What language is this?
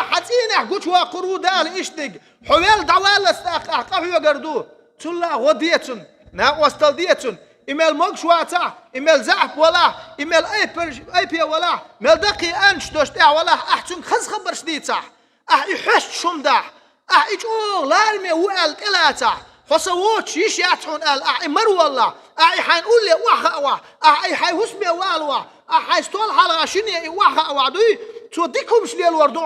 Chechen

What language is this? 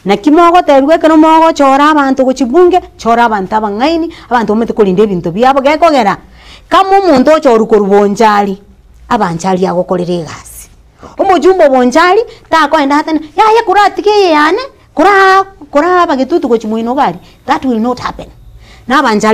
Gusii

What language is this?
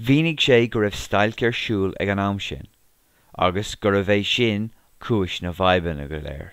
Irish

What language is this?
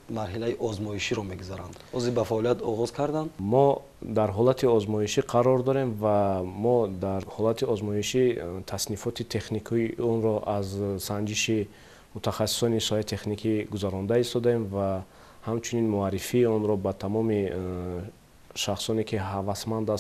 Tajik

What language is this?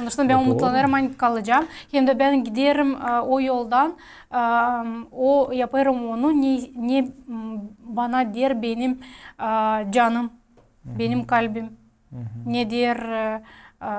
Gagauz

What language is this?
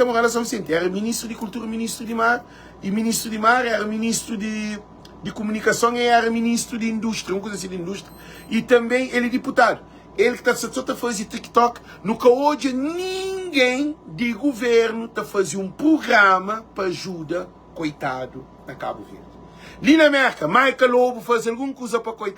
Kabuverdianu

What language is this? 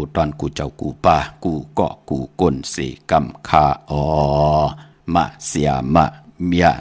Shan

